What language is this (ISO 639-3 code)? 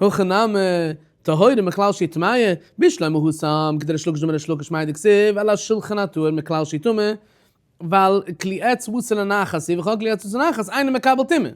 yid